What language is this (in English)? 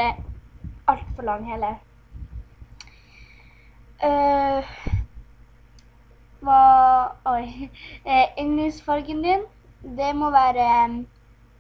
Norwegian